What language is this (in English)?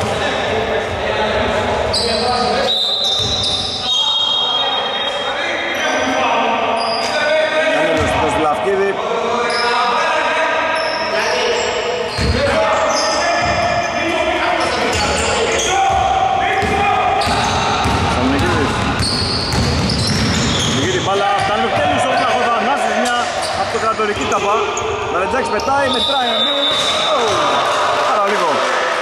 Greek